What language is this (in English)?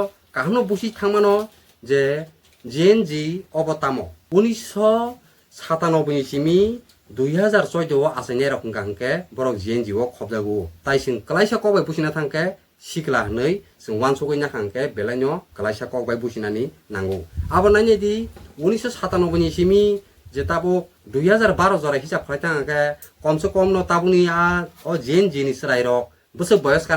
Kok Borok